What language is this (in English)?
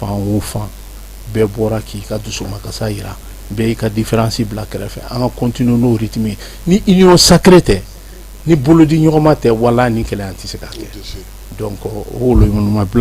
Bambara